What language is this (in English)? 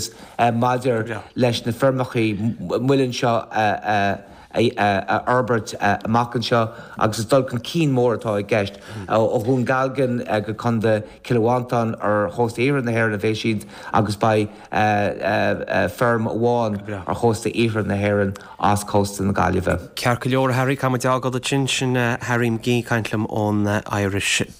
Irish